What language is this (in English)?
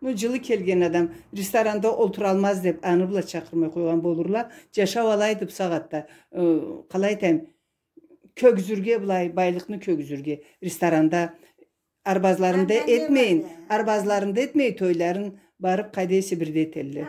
Karachay-Balkar